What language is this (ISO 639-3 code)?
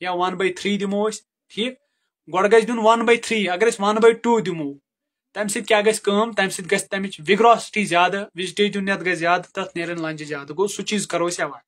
kas